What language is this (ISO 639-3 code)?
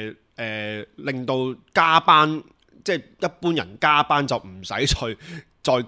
yue